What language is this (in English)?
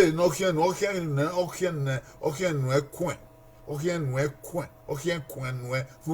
Bini